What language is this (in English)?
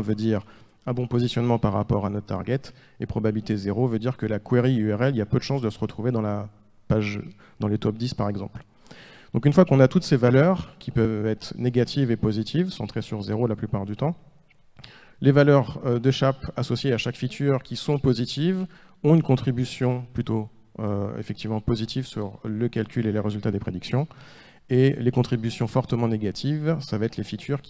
French